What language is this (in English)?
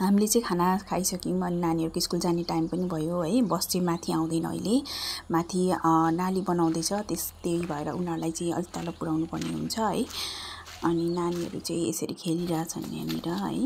Nepali